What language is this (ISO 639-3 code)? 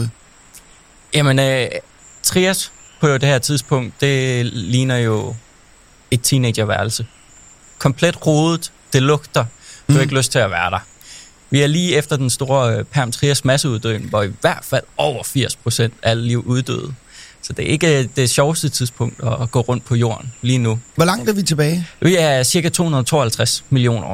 dan